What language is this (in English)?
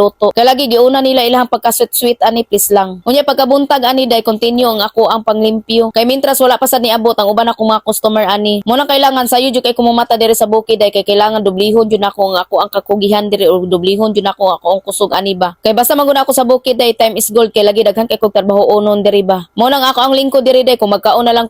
Cebuano